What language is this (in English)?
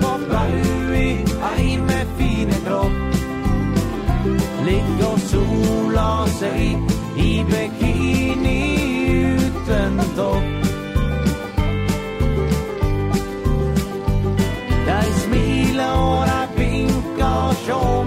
Swedish